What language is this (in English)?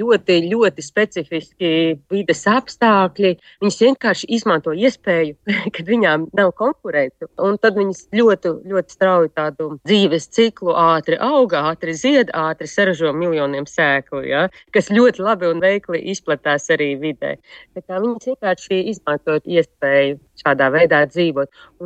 Latvian